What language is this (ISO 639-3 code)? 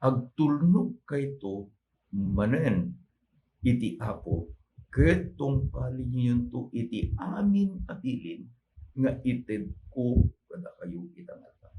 ilo